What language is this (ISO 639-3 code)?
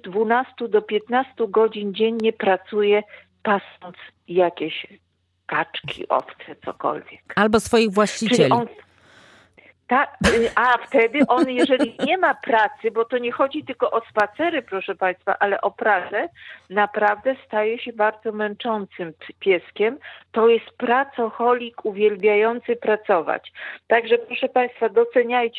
pol